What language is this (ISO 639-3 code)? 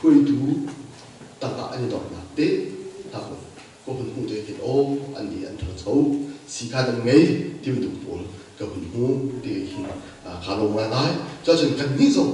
cnh